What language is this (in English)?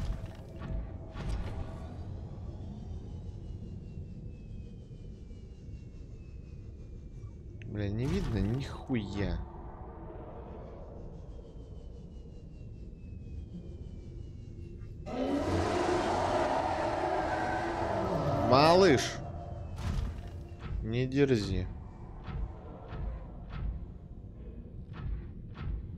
Russian